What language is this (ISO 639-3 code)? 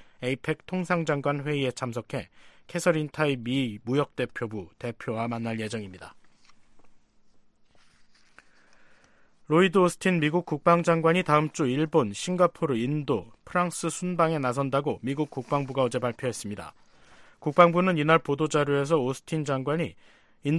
kor